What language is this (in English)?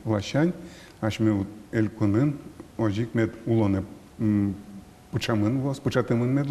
Udmurt